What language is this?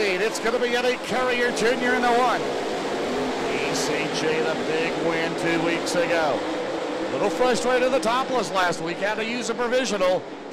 English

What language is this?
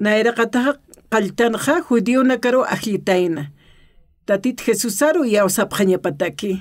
Aymara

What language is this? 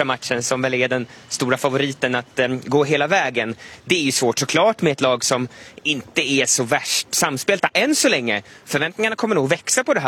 Swedish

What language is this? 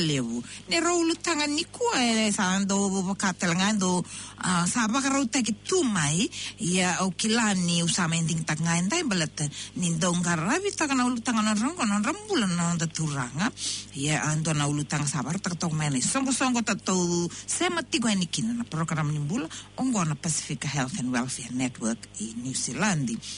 Fijian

